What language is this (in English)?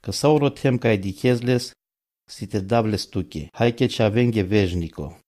Romany